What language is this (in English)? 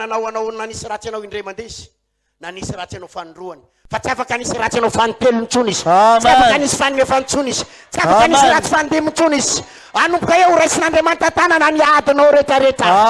Malagasy